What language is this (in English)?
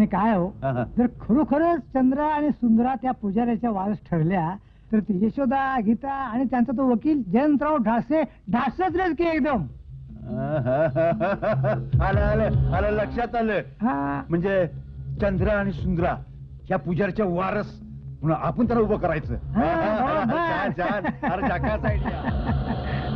Marathi